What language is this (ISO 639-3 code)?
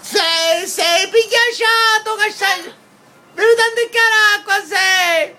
scn